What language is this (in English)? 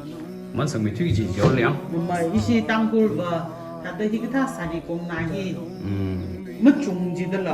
Tangkhul Naga (India)